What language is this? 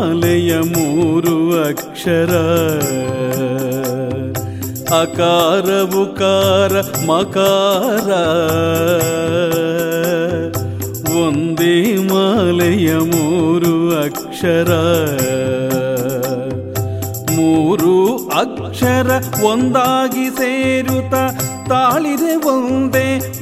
Kannada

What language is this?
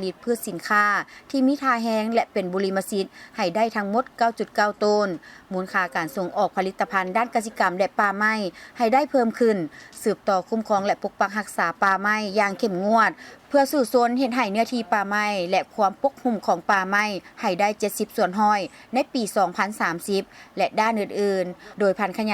Lao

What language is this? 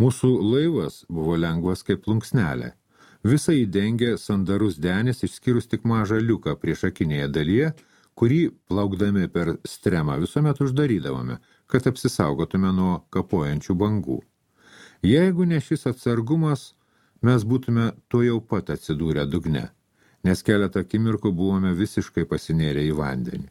Lithuanian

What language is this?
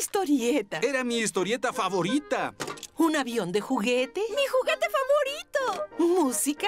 Spanish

